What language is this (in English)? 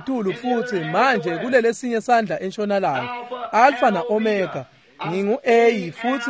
Swati